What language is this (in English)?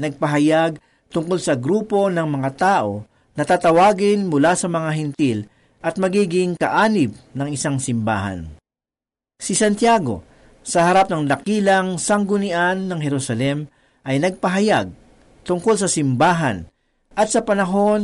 Filipino